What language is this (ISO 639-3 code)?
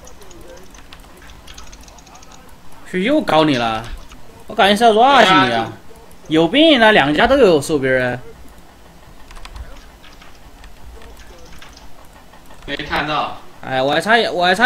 zho